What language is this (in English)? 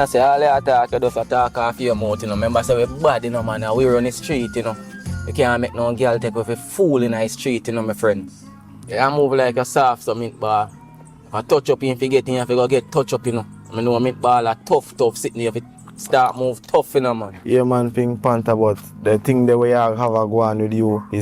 Jamaican Creole English